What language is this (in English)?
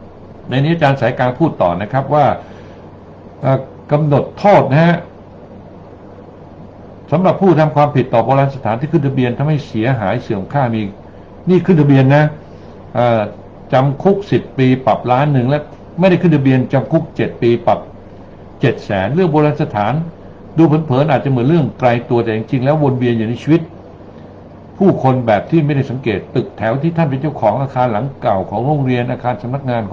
Thai